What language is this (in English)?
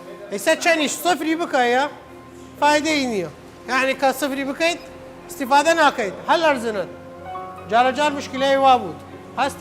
Southern Kurdish